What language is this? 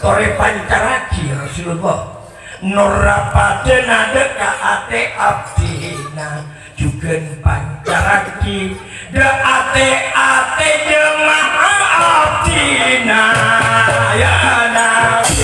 Madurese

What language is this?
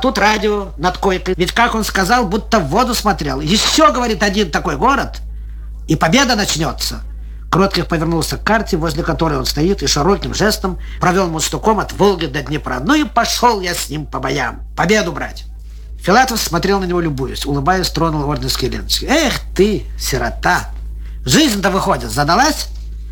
Russian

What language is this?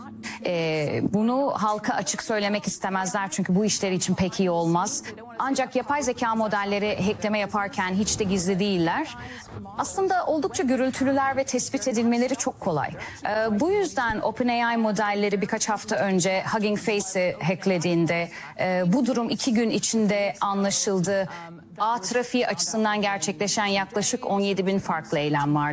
Turkish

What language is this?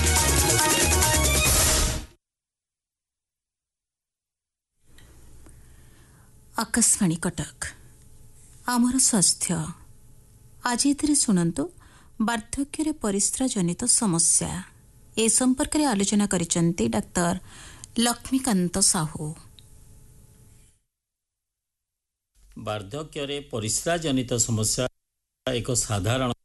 Odia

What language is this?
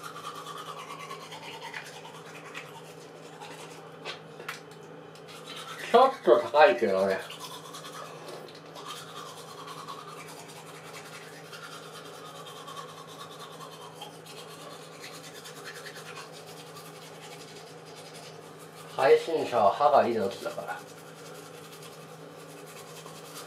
Japanese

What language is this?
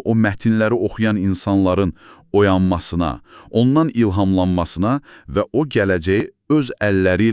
Azerbaijani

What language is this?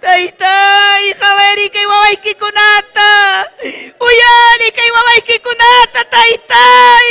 Ayacucho Quechua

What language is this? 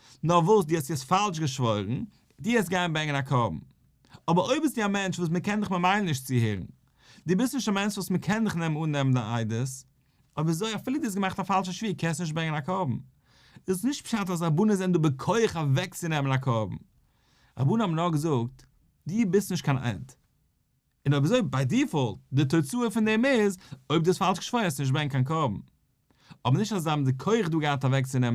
Yiddish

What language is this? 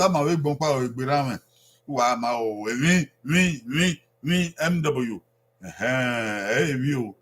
Bini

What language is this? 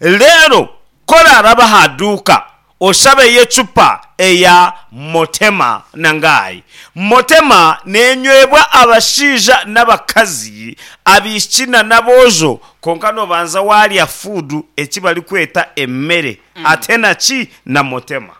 Nyankole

